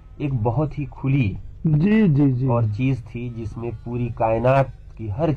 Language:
Urdu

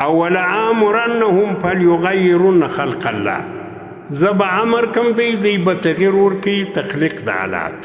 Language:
Pashto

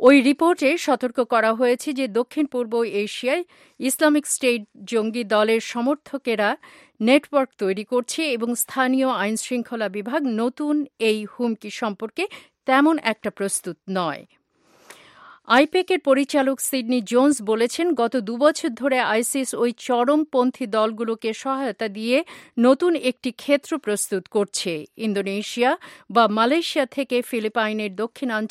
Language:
Bangla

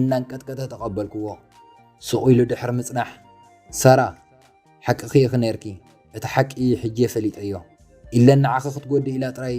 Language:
Tigrinya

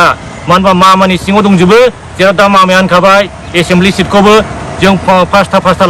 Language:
Bodo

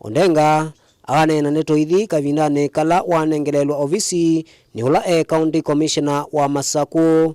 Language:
Kamba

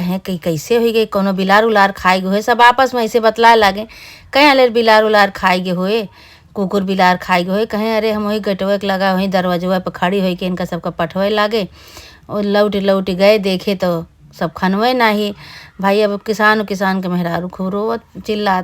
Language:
Awadhi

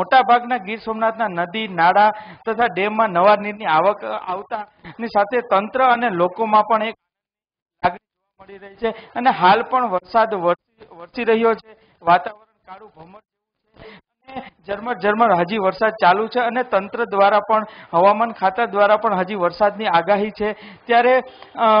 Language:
Gujarati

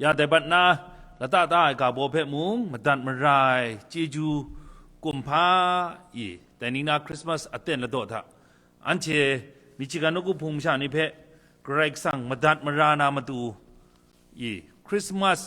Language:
Kachin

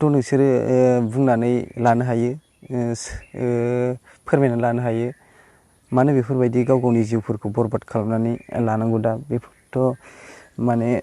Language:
Bodo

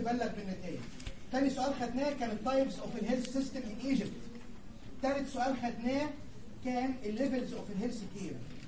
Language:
Egyptian Arabic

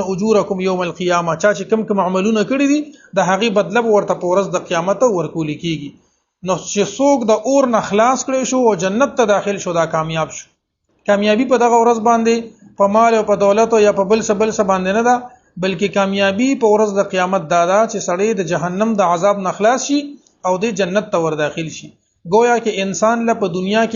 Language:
Pashto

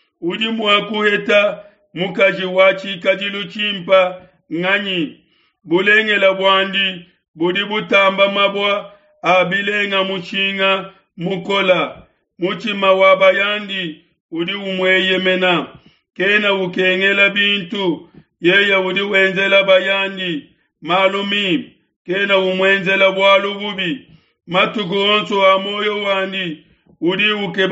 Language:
Luba-Lulua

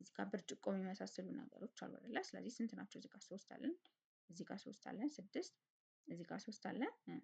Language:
Amharic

